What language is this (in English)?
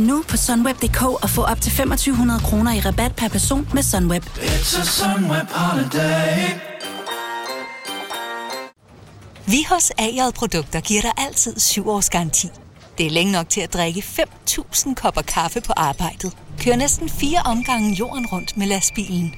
Danish